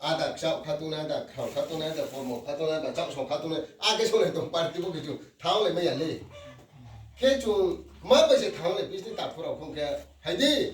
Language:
Riang (India)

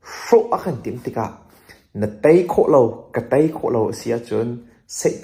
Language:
Hakha Chin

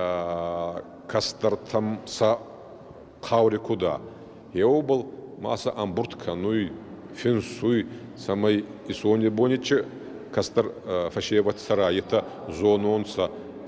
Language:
Ossetic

